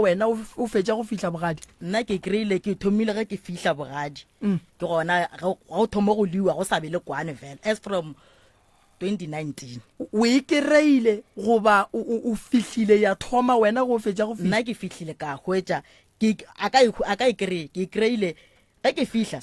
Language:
Northern Sotho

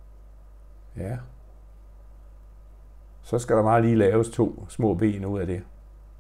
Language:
Danish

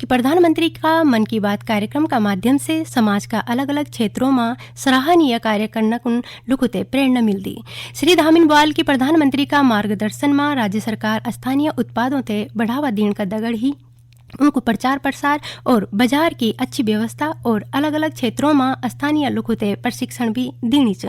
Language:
Garhwali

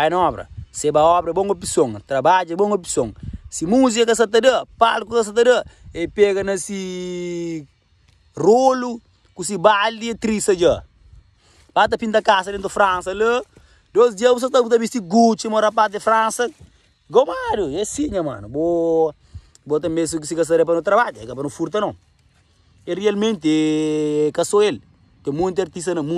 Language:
Kabuverdianu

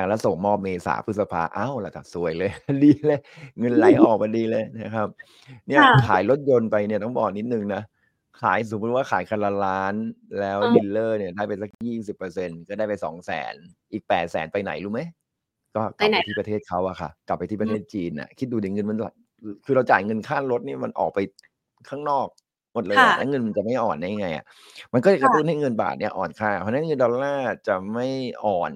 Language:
Thai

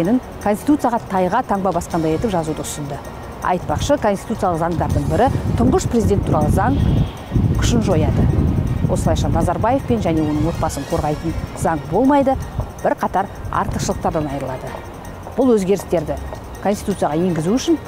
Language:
Kazakh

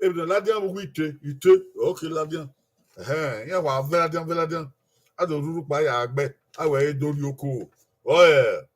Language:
Bini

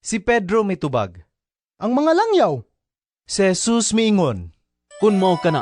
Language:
Cebuano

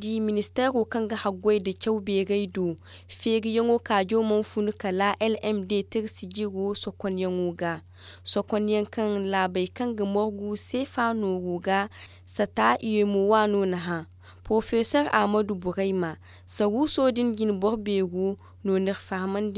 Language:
Zarma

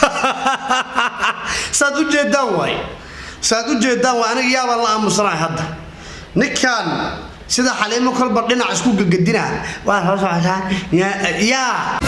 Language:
Somali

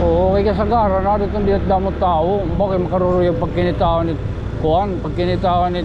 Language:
Waray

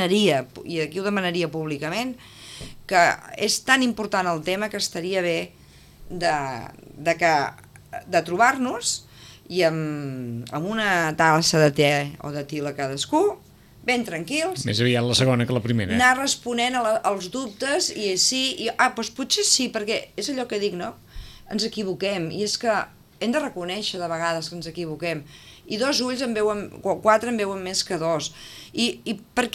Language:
Catalan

